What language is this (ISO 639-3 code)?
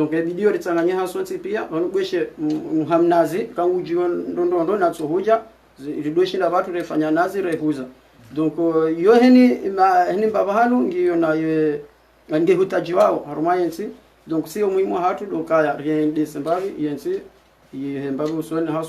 zdj